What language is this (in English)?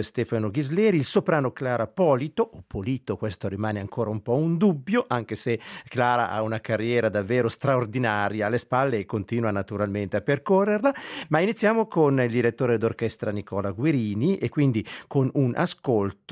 Italian